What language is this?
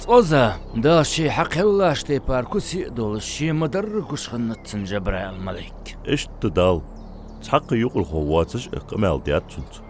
Ingush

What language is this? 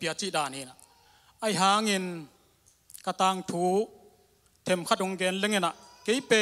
Tedim Chin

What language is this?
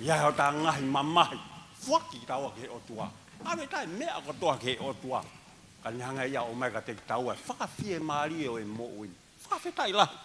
Tongan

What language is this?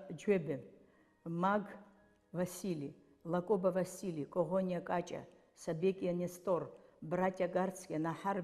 Abkhazian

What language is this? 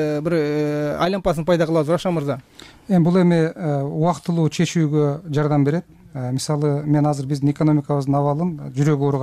Kyrgyz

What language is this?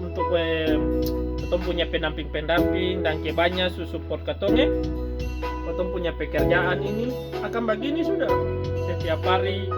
Ambonese Malay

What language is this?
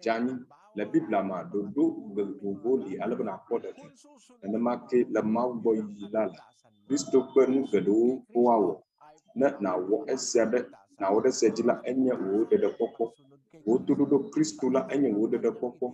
Ewe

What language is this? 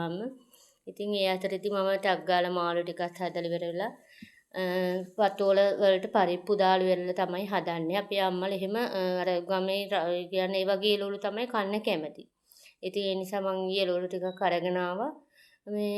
Sinhala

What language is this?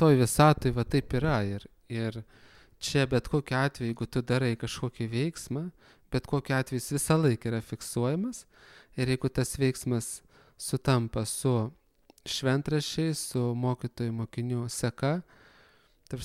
Lithuanian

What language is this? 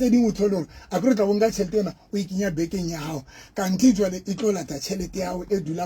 Southern Sotho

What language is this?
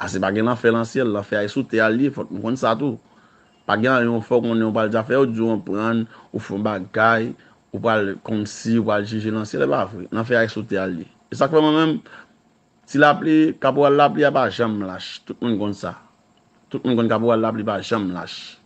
Haitian Creole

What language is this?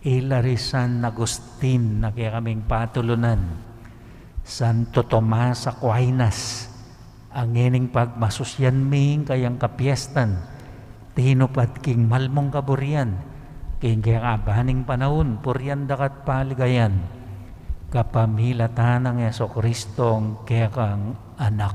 Pampanga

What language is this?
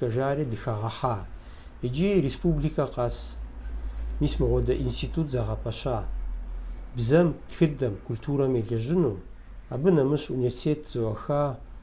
Kabardian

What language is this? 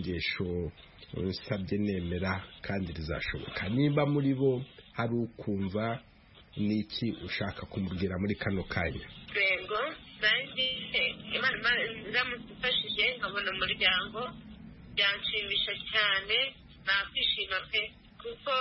Kinyarwanda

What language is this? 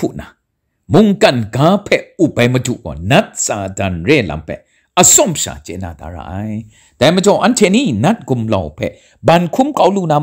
Kachin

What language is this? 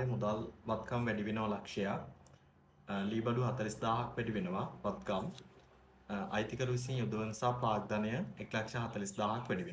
Sinhala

